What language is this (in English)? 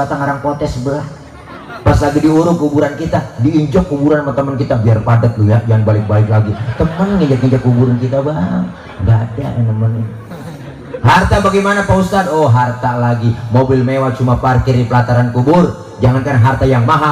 Betawi